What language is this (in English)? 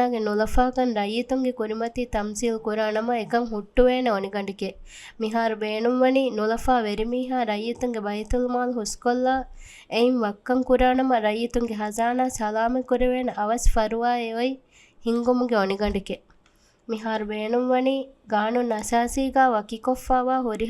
Divehi